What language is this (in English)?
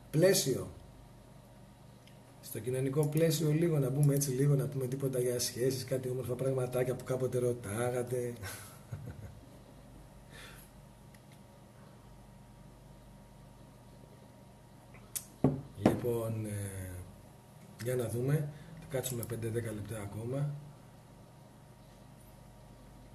Greek